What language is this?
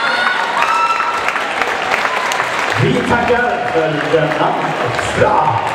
Swedish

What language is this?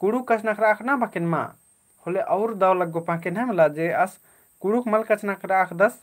Kurukh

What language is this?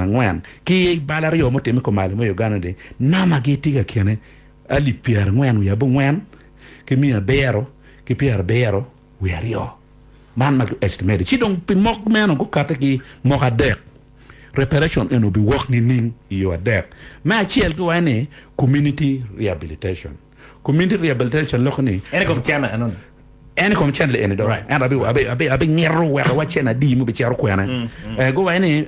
Acoli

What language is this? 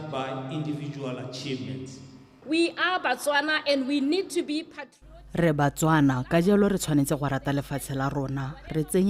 Tswana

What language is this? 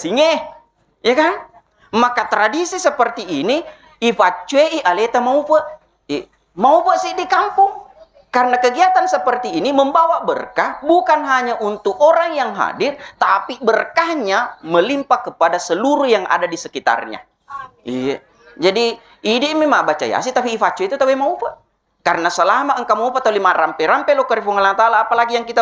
Buginese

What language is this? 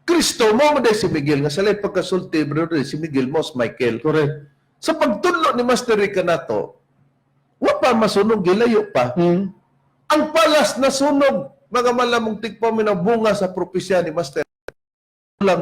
Cebuano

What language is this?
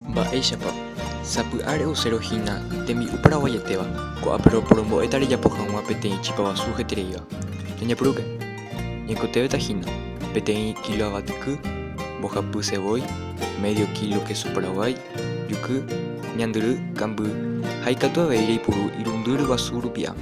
Guarani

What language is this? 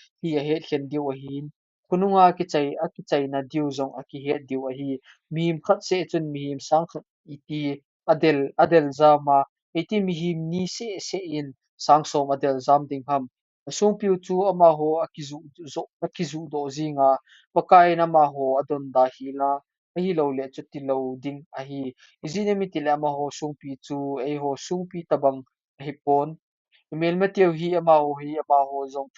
Thado Chin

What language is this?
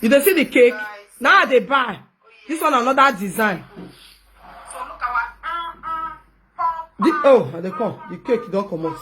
Nigerian Pidgin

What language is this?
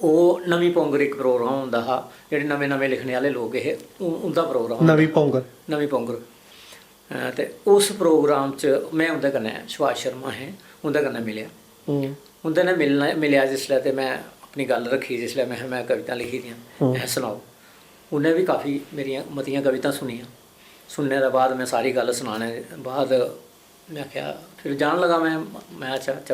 Dogri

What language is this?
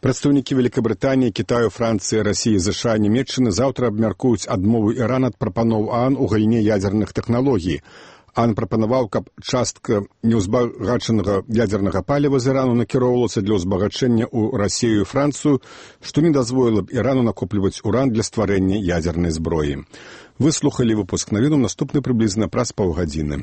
Belarusian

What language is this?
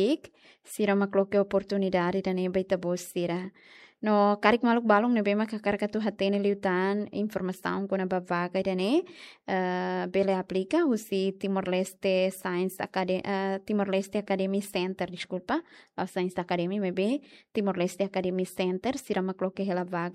Tetum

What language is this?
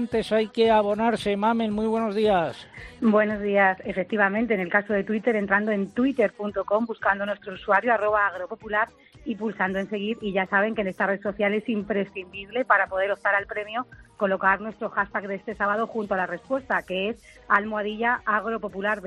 Spanish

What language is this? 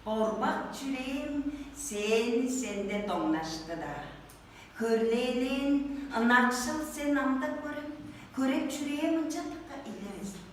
Tuvinian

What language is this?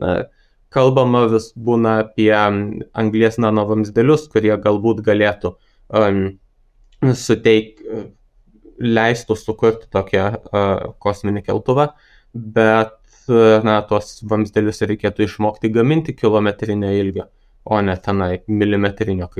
Lithuanian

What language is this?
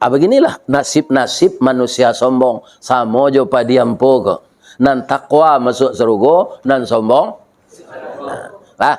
Minangkabau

